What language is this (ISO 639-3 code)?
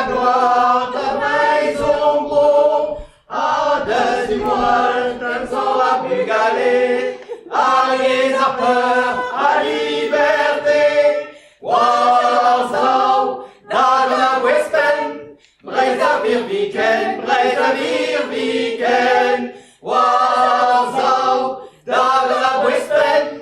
bre